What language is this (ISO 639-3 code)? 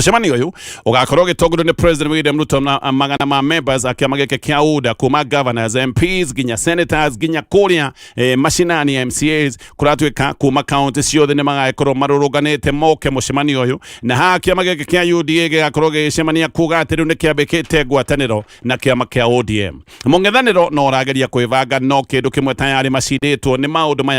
kik